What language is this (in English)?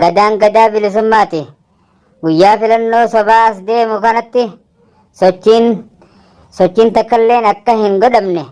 Oromo